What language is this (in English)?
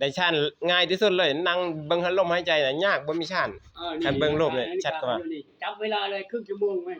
Northeastern Thai